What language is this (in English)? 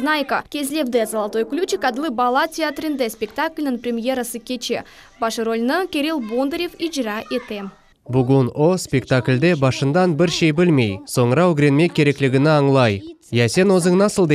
Crimean Tatar